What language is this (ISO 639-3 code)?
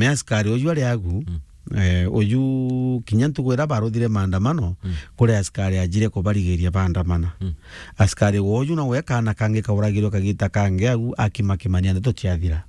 mer